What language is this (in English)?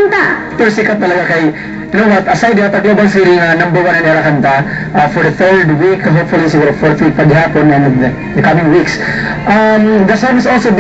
Waray